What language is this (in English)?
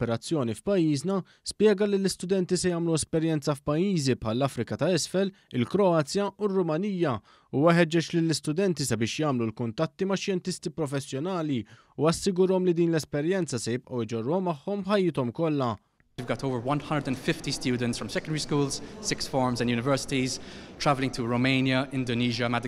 Maltese